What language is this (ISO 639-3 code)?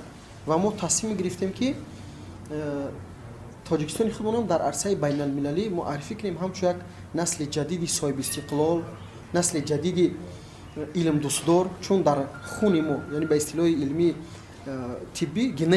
tgk